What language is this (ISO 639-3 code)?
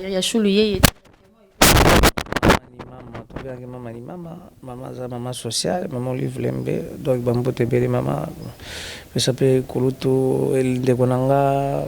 lin